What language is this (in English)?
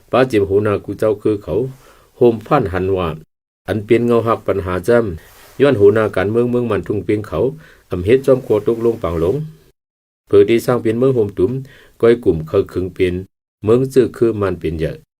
Shan